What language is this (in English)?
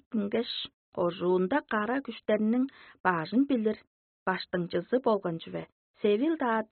Tuvinian